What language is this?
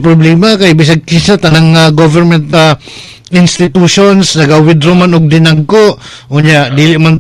Cebuano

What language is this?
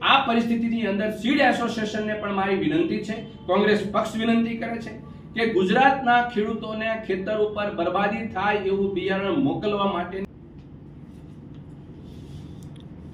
Gujarati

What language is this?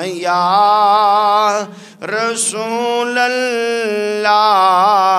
Urdu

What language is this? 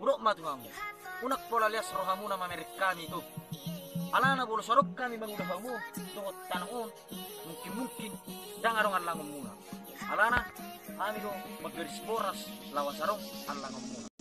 Batak Toba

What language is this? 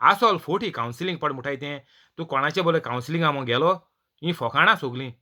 Konkani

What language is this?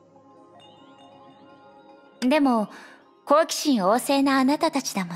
Japanese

